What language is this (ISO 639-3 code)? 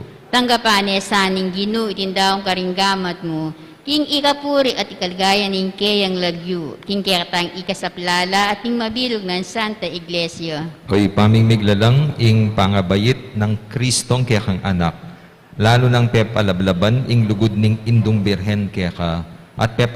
pam